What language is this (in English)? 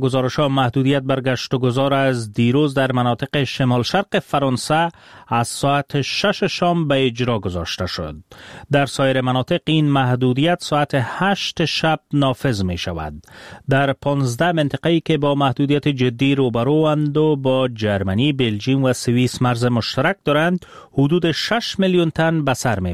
Persian